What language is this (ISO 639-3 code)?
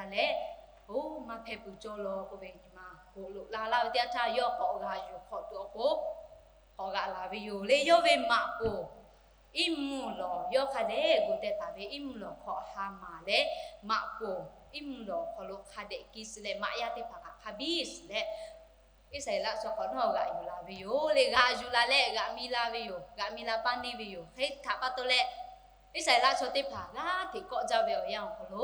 lhu